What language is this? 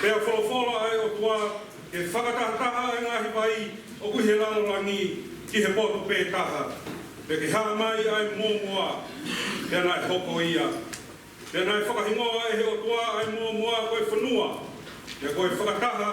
Tongan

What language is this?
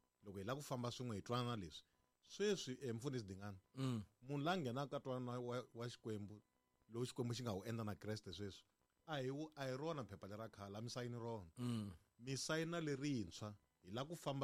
Tsonga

